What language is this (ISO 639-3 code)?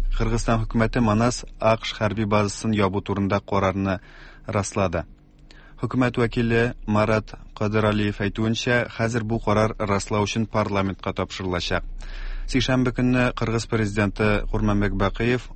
tat